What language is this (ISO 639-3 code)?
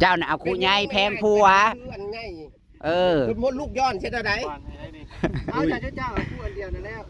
tts